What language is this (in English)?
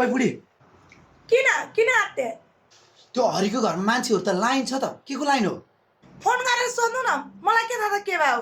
Nepali